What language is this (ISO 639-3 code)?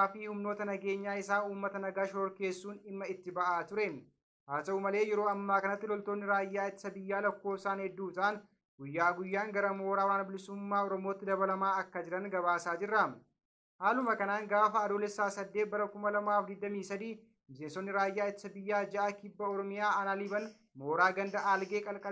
orm